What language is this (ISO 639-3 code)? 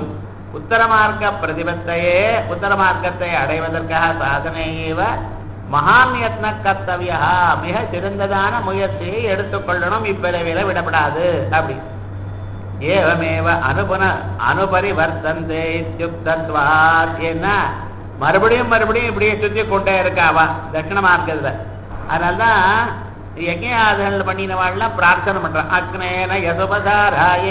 tam